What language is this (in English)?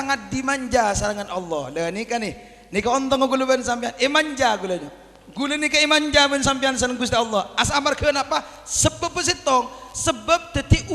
Madurese